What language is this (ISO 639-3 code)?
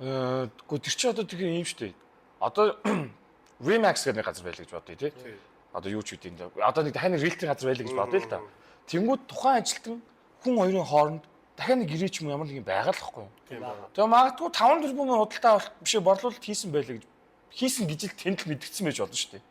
mon